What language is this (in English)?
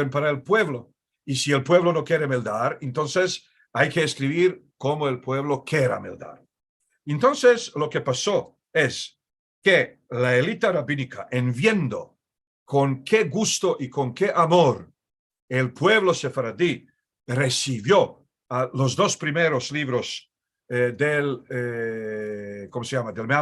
Ladino